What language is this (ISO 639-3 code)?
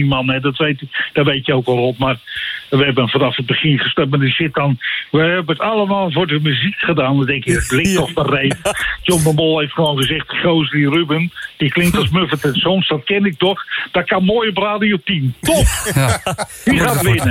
nld